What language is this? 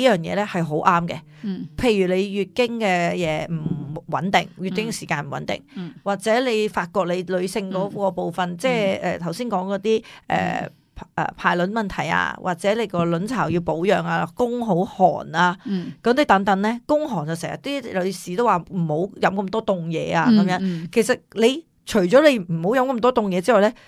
Cantonese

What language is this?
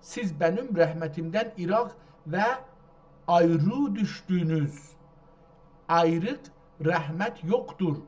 South Azerbaijani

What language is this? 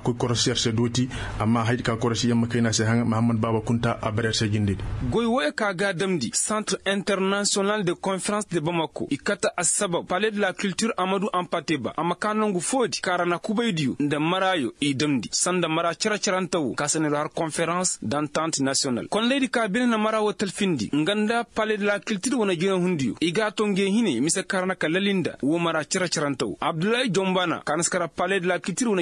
Koyraboro Senni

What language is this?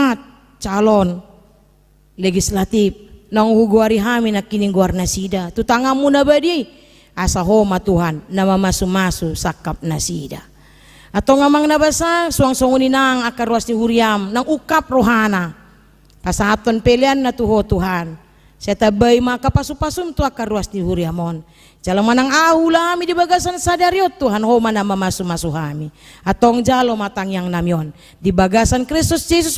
Batak Toba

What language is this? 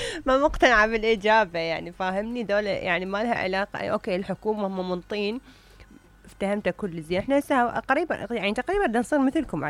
Mesopotamian Arabic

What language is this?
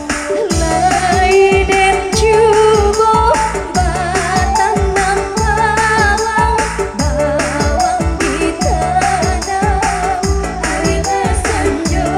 Minangkabau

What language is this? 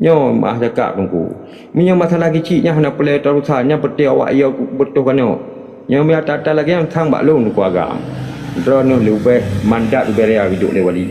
Achinese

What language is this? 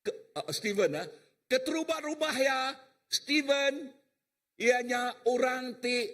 Iban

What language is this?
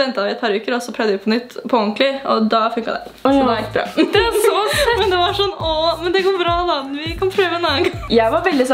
Norwegian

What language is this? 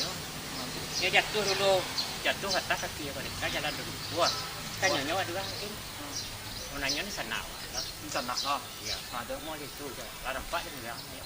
Minangkabau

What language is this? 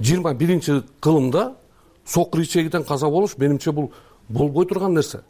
Kyrgyz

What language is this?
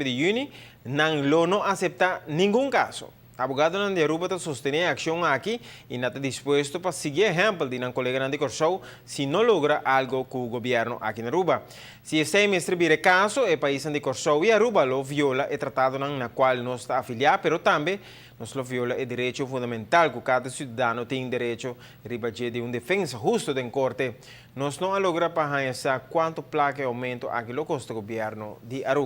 Papiamento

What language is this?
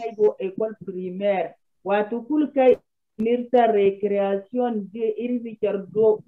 Zarma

